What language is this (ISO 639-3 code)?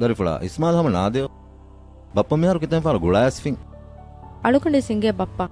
div